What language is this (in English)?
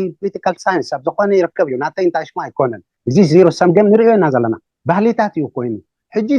Tigrinya